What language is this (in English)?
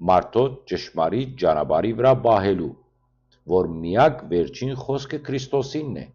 Western Armenian